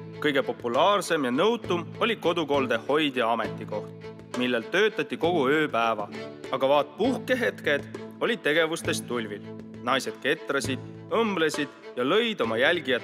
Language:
Estonian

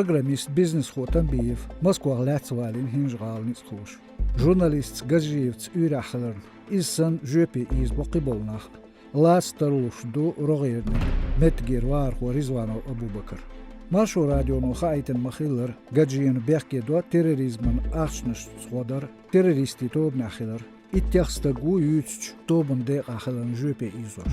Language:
Chechen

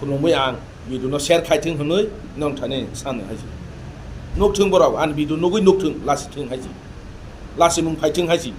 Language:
Kok Borok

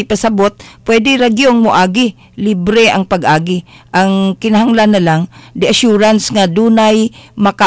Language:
Cebuano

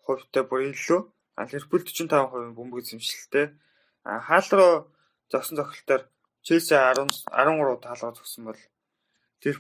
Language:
Mongolian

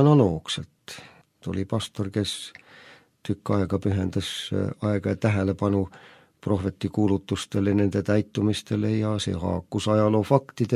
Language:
Estonian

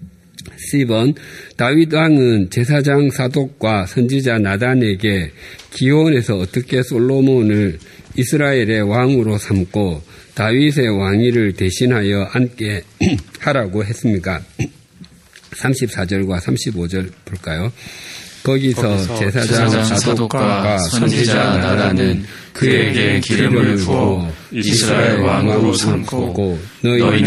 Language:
Korean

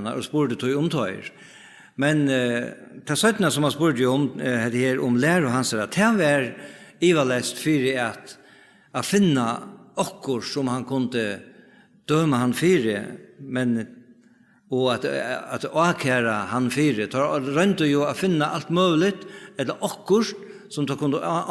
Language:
Faroese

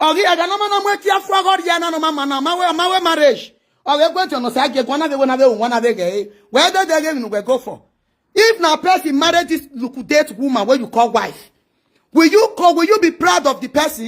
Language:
Nigerian Pidgin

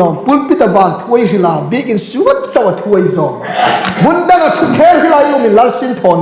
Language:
Hmar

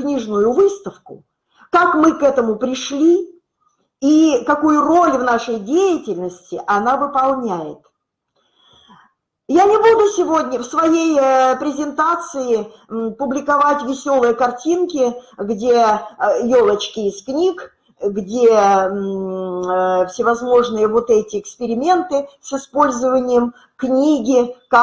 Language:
Russian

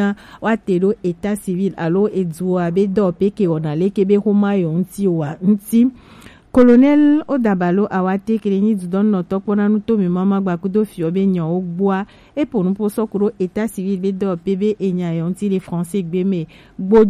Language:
Gen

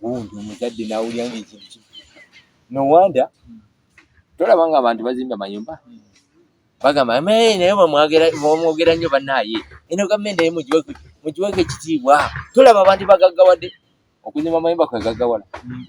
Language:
Ganda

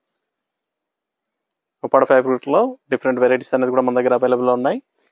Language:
Telugu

